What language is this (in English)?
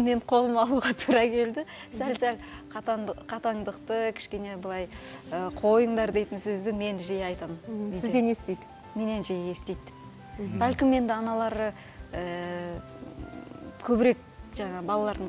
Kazakh